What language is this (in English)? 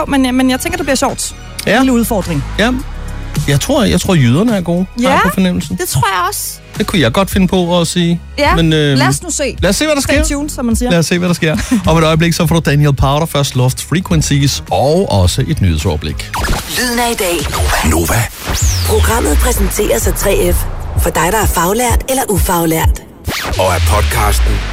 Danish